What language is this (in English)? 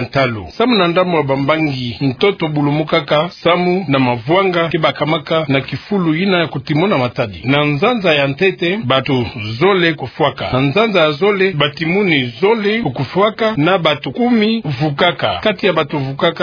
Kituba (Democratic Republic of Congo)